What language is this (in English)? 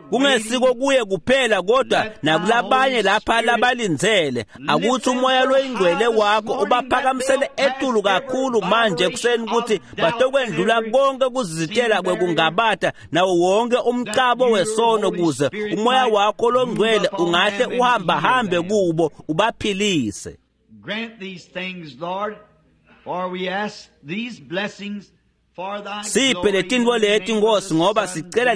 Swati